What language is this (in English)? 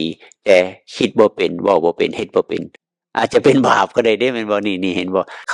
Northeastern Thai